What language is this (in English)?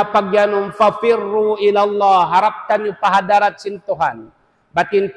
Tausug